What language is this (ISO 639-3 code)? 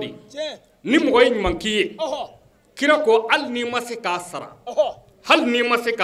bam